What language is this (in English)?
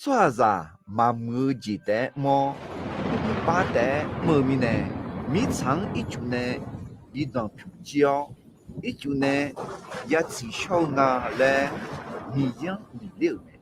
Akha